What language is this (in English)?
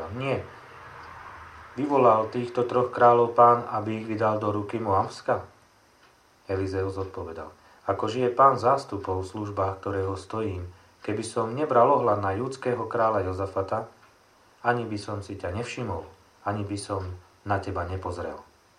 Slovak